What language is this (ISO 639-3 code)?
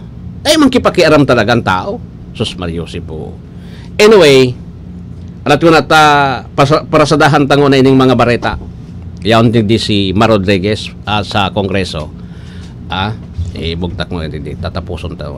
bik